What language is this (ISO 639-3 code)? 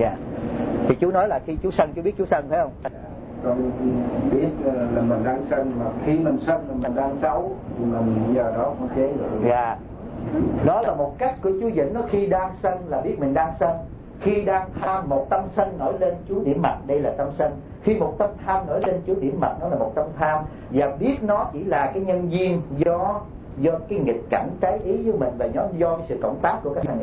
vie